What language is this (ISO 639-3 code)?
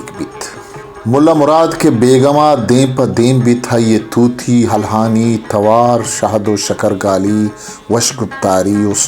bal